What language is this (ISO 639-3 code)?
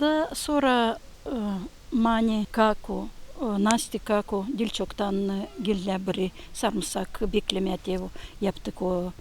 gag